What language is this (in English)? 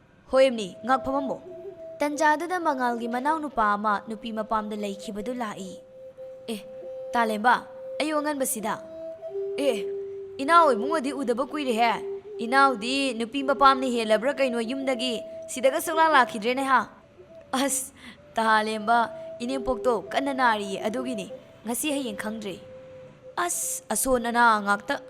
Manipuri